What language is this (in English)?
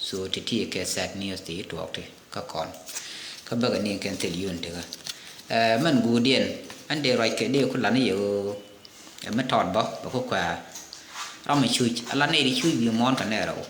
Nuer